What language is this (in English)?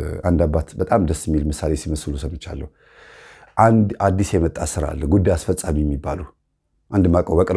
Amharic